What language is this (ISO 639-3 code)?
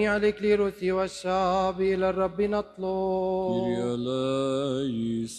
ara